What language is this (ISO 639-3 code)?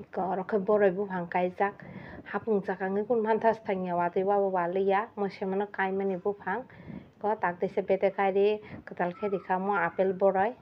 trp